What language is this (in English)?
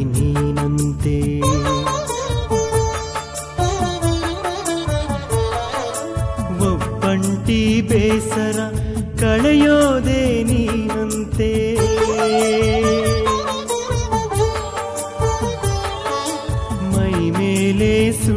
Kannada